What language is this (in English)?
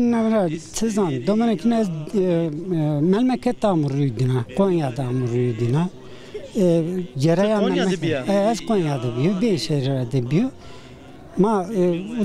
Zaza